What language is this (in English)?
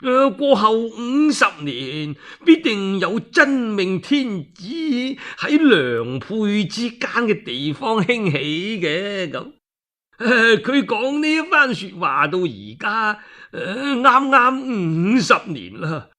Cantonese